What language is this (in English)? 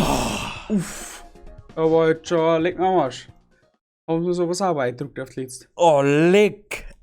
Bavarian